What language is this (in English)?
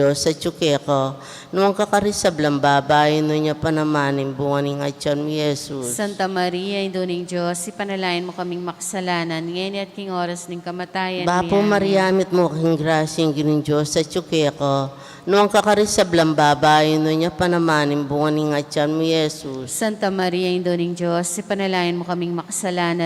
Pampanga